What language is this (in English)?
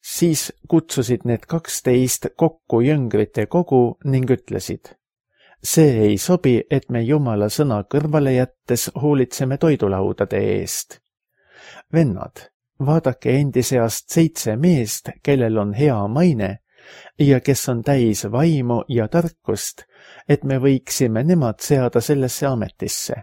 Estonian